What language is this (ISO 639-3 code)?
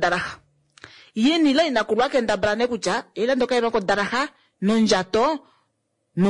kua